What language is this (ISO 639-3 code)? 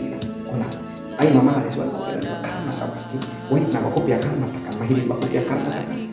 miq